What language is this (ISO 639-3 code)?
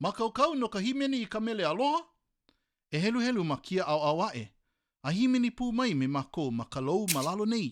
haw